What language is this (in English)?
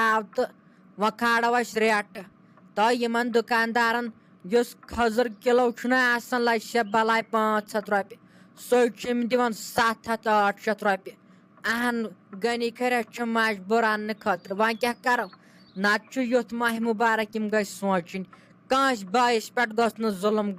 Kashmiri